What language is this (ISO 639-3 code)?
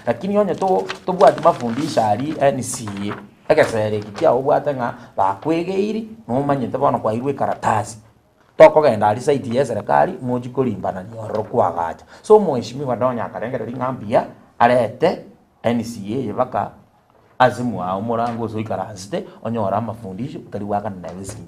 guz